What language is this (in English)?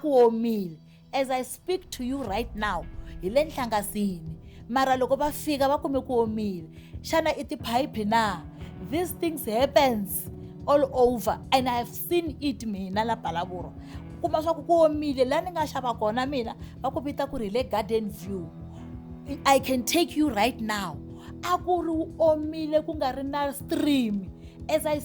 Tsonga